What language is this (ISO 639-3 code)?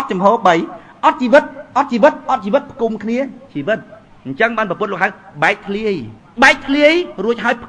khm